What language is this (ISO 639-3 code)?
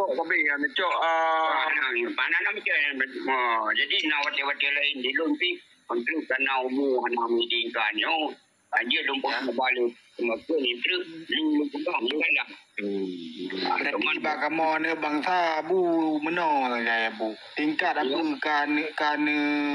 ace